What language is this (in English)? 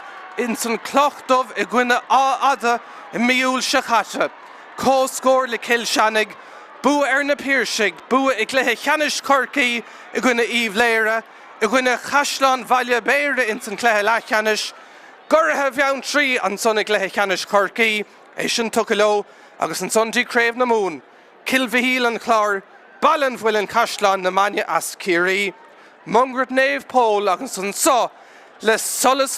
Irish